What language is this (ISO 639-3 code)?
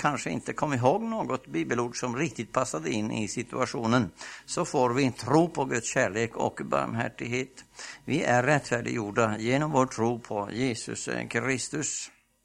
swe